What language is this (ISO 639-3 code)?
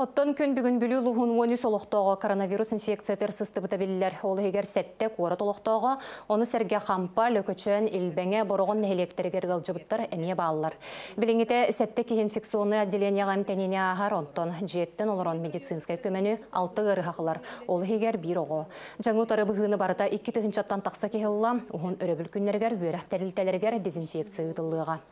sah